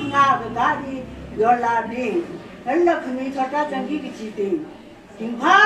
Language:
Tangkhul Naga (India)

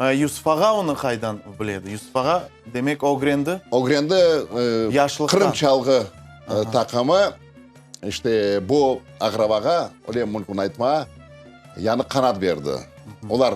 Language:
Crimean Tatar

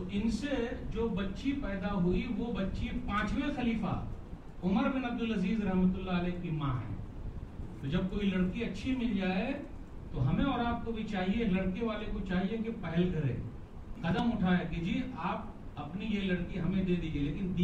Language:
Urdu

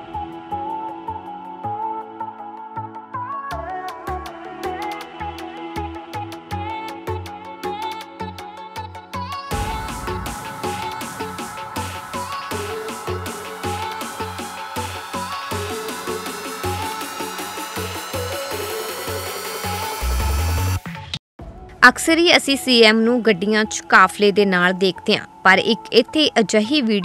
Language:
Punjabi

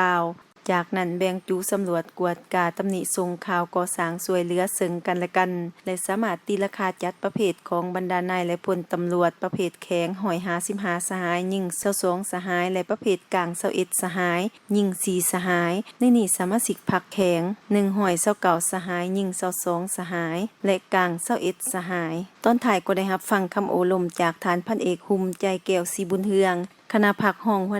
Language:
Lao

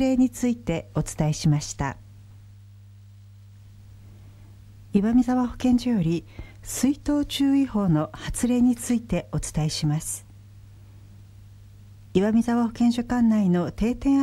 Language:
Japanese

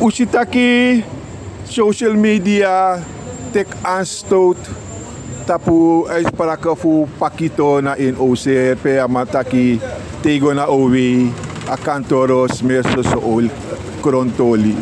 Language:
Sranan Tongo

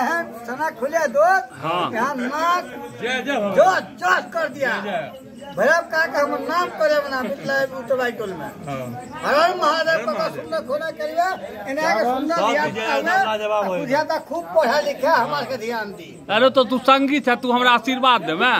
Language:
Maithili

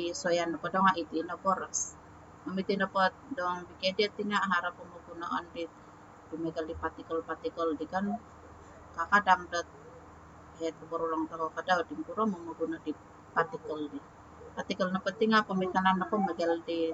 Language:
Central Dusun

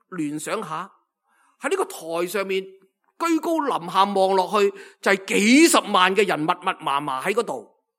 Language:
Cantonese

